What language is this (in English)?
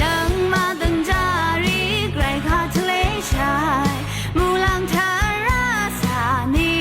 Rawang